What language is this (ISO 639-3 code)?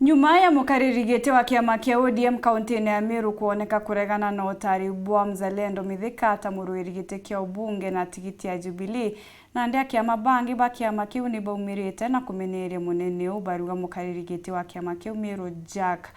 mer